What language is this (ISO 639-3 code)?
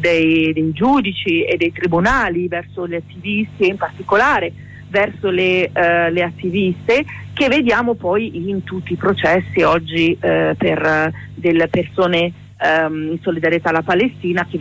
ita